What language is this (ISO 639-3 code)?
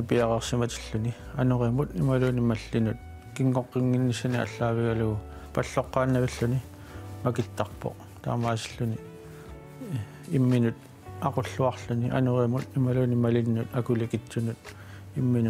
kal